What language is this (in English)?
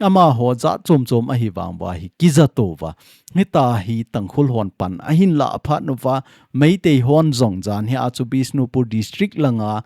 Thado Chin